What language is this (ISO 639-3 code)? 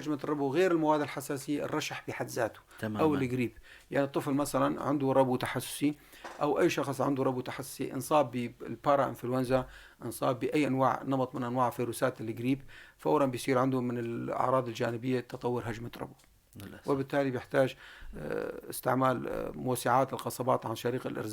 apc